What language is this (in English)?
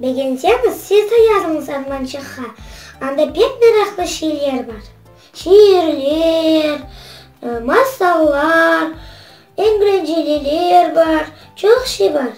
Crimean Tatar